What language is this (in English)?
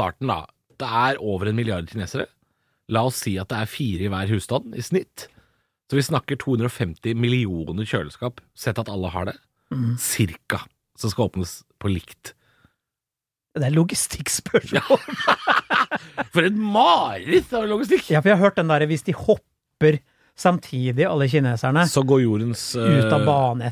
Norwegian